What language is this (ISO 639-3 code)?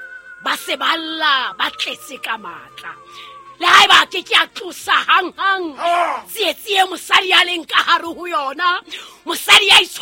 sot